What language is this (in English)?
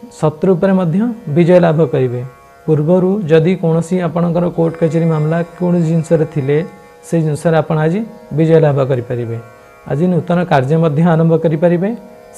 Odia